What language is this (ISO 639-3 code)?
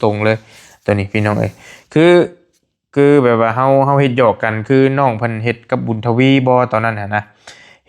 tts